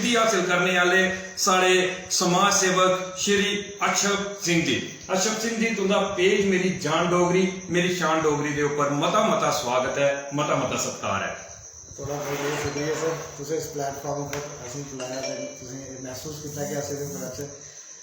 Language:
Dogri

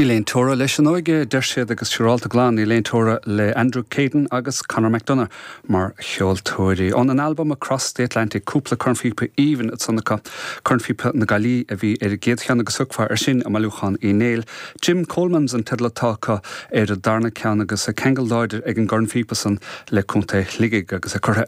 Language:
Irish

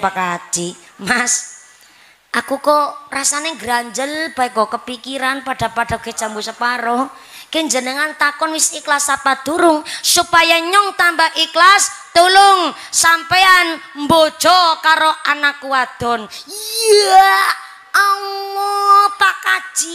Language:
Javanese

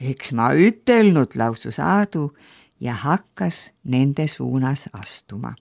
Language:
Estonian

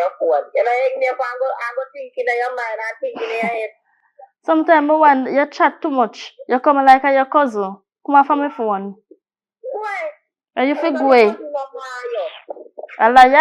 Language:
Jamaican Creole English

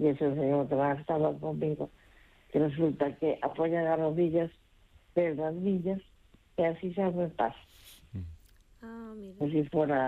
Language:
Galician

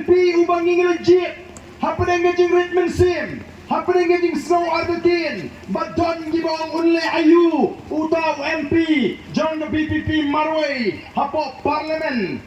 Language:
Khasi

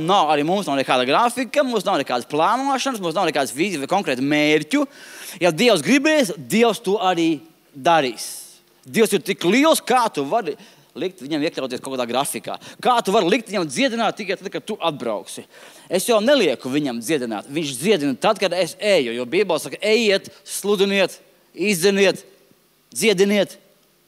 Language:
Latvian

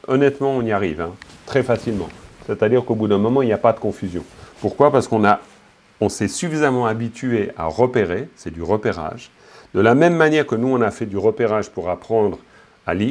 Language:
French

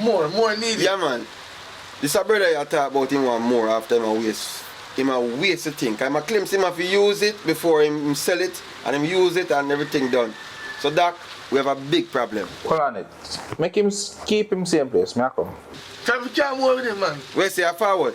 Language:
Jamaican Creole English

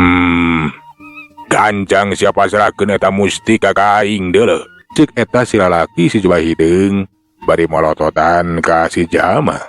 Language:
Sundanese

